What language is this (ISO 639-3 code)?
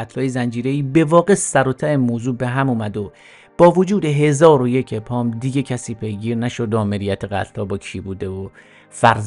fas